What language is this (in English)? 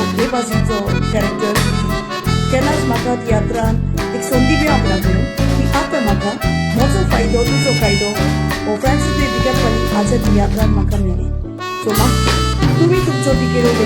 Konkani